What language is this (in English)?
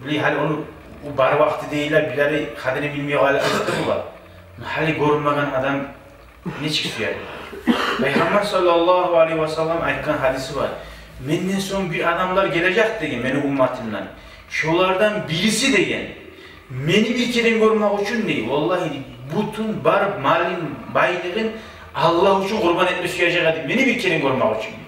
Kumyk